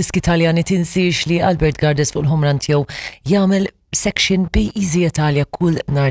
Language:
Maltese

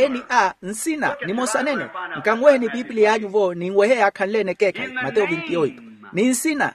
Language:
Makhuwa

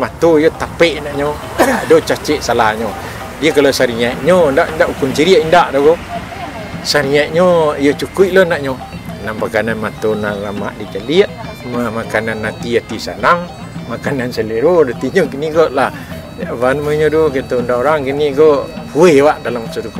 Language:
Minangkabau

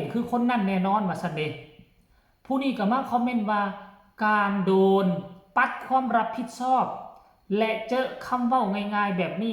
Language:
Northeastern Thai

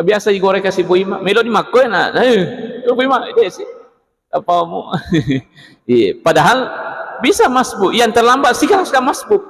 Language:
Buginese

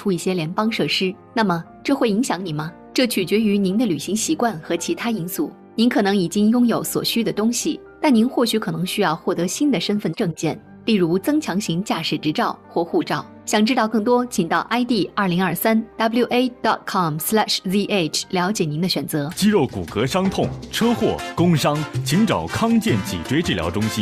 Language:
Chinese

